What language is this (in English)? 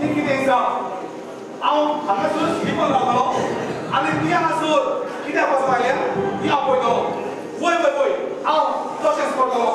Konkani